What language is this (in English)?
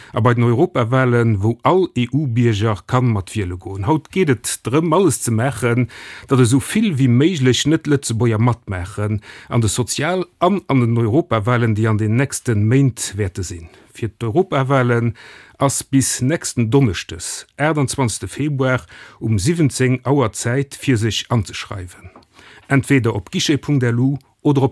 Luxembourgish